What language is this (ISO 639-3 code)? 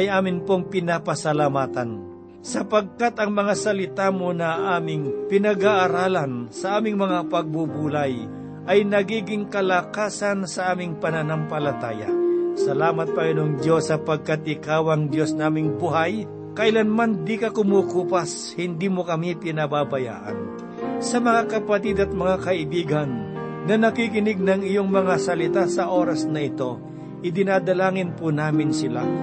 fil